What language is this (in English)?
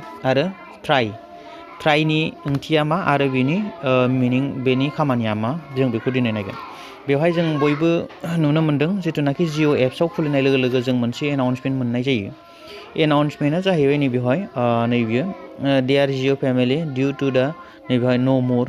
Bodo